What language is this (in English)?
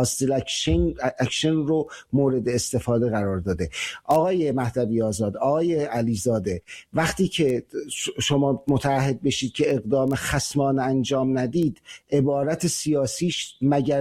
Persian